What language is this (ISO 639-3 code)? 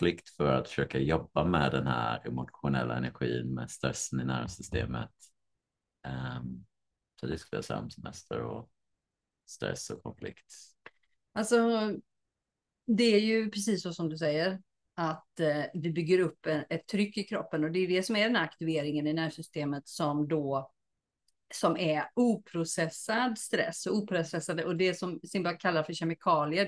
swe